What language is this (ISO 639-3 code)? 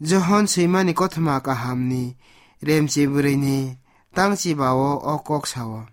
trp